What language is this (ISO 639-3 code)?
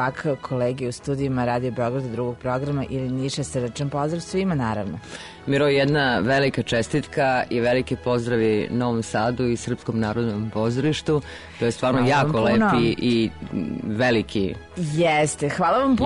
srp